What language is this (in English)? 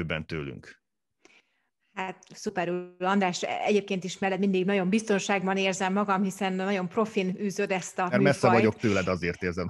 Hungarian